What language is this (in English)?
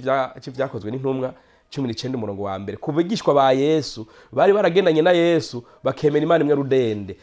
Rundi